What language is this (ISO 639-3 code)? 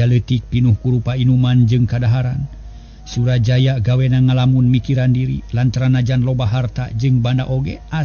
sun